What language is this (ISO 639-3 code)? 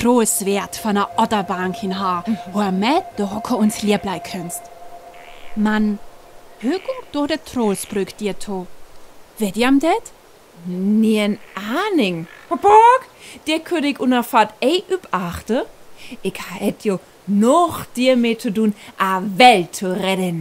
frr